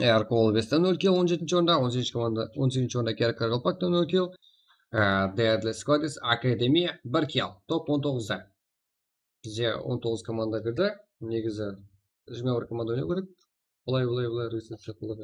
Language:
Kara-Kalpak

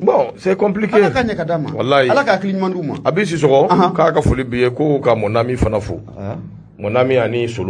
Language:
Bambara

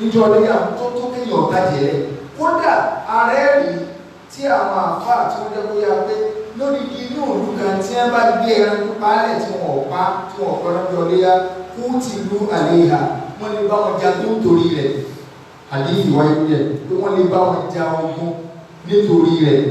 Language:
Yoruba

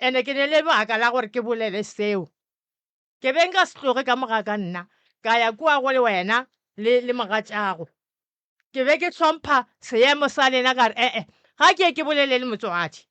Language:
Northern Sotho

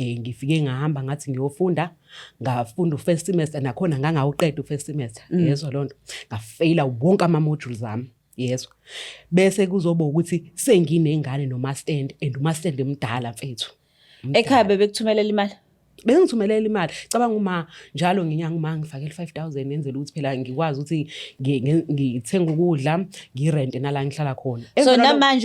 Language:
Zulu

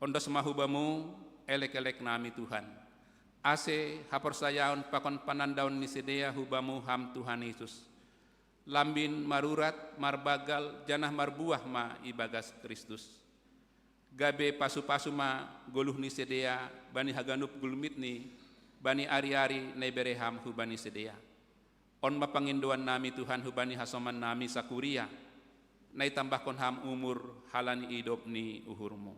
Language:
Batak Simalungun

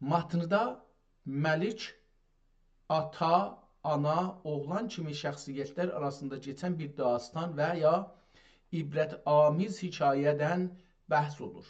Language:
South Azerbaijani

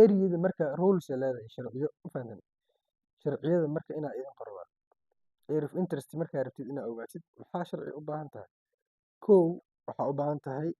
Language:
Somali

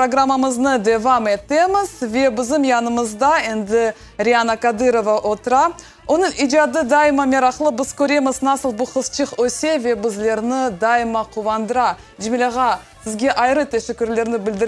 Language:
Crimean Tatar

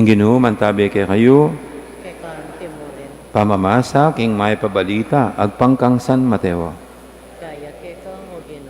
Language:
Pampanga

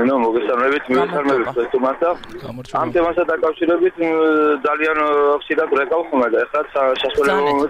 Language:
Georgian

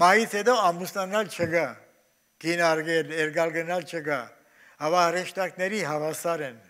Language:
Armenian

